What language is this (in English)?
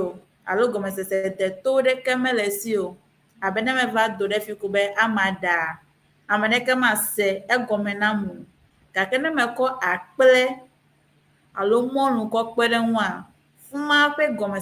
Ewe